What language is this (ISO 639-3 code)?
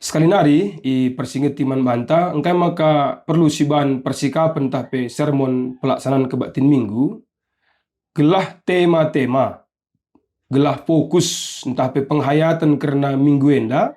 btx